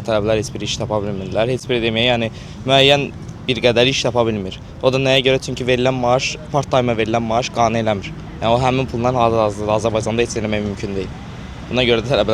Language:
Azerbaijani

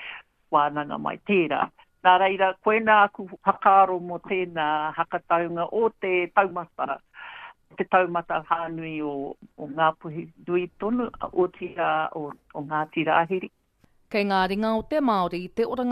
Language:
Māori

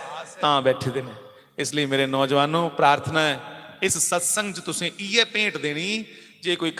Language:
Dogri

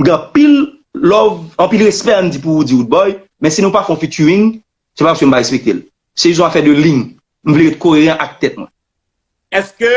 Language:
Haitian Creole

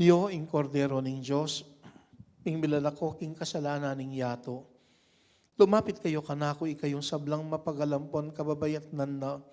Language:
Pampanga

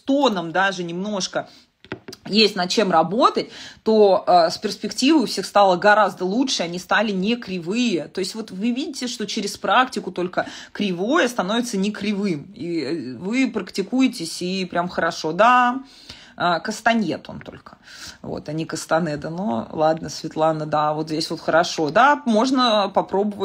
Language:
Russian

